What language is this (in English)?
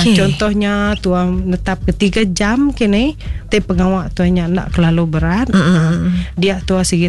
Iban